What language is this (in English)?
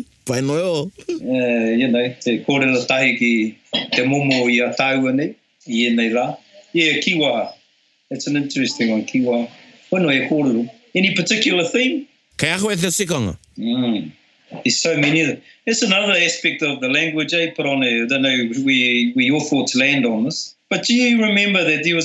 Māori